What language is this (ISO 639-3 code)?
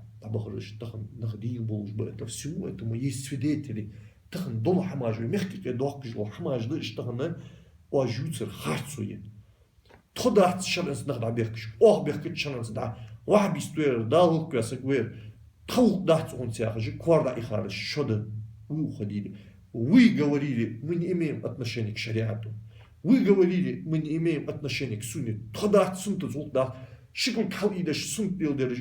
inh